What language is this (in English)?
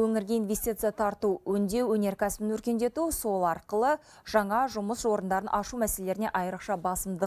Kazakh